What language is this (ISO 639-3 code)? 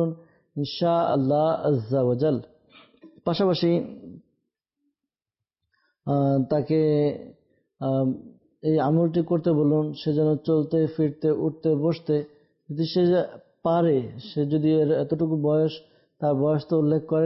ben